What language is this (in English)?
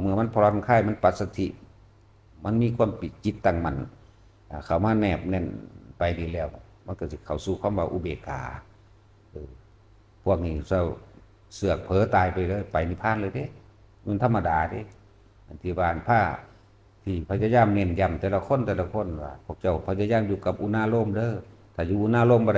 Northeastern Thai